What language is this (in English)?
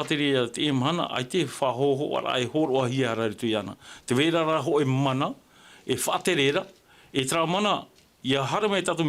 Tahitian